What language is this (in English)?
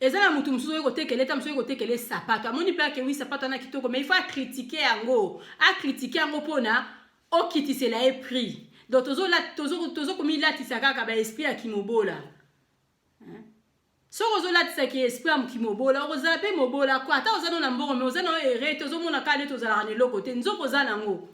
Lingala